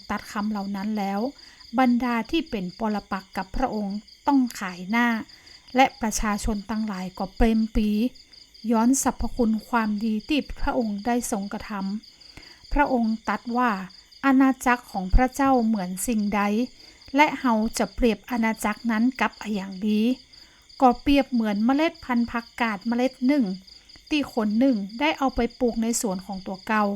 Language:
Northern Thai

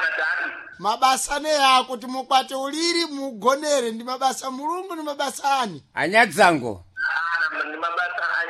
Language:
Sena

